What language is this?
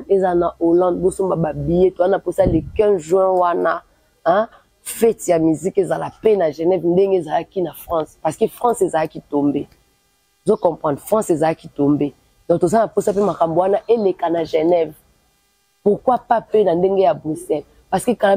Lingala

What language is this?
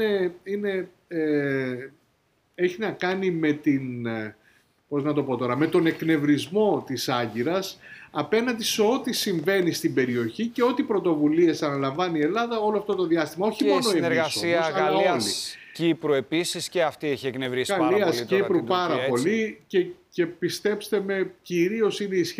Greek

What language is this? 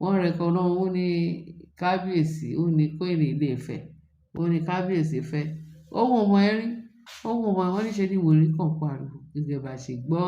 Yoruba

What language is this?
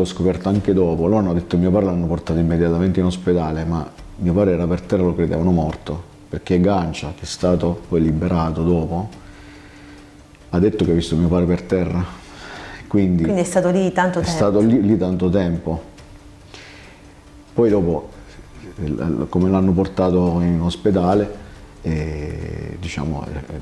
Italian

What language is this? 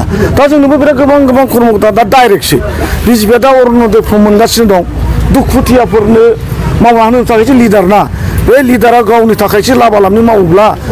Bodo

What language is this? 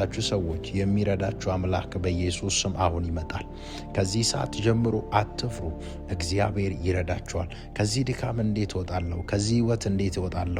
Amharic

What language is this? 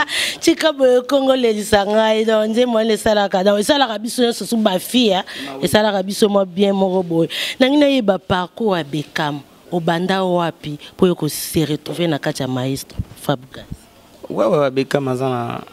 Lingala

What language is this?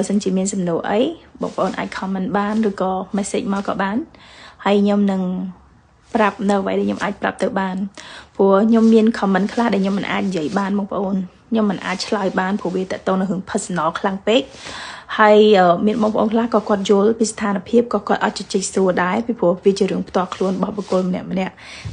Khmer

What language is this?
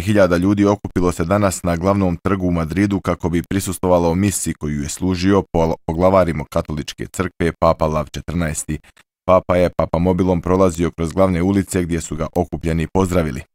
Bosnian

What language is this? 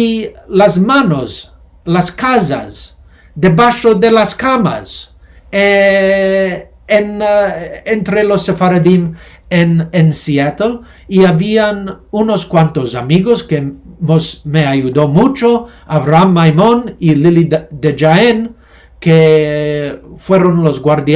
Ladino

